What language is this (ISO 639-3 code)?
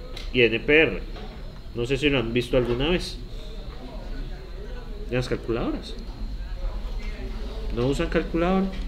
spa